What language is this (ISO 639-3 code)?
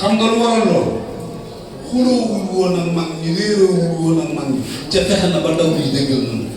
wol